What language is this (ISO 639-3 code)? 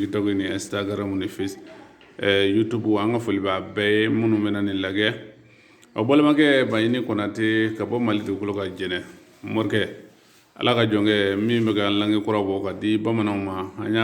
bam